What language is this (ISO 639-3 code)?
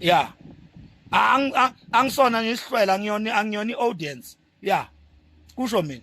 zul